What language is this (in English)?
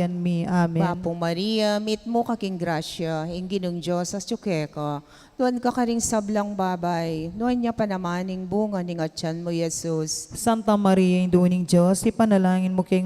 Pampanga